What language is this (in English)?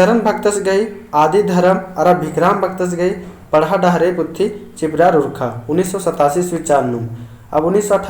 Kurukh